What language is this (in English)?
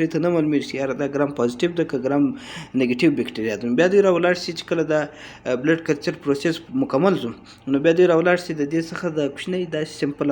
Pashto